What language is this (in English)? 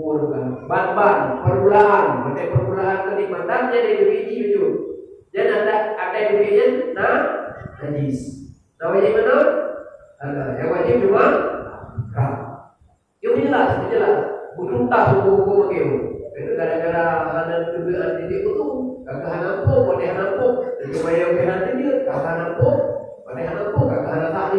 Achinese